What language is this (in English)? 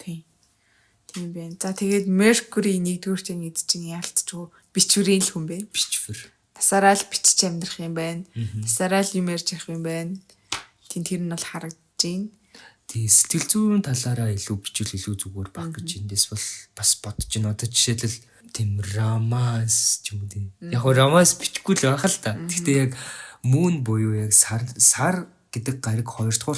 Mongolian